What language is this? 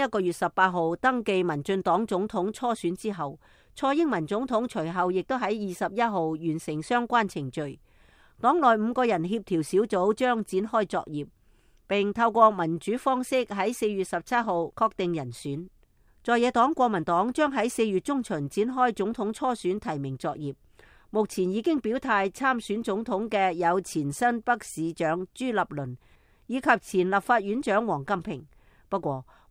Cantonese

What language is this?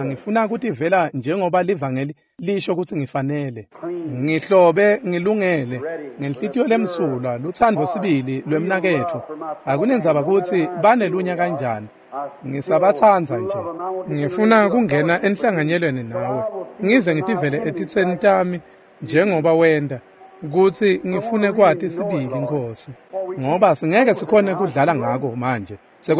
Swati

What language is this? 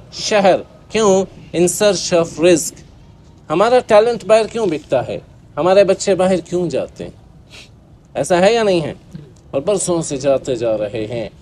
Urdu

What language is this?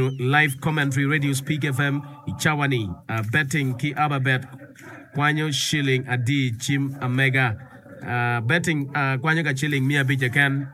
Acoli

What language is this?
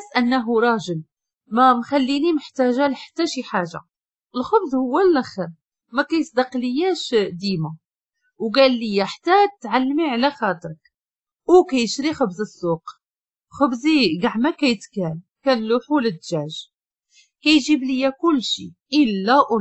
Moroccan Arabic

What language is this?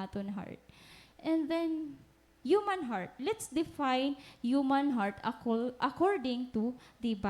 Waray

